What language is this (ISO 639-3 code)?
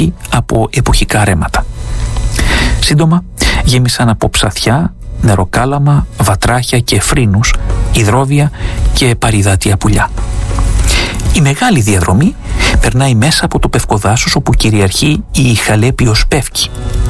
ell